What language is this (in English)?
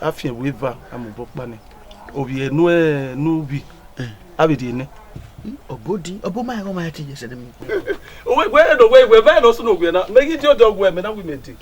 Bini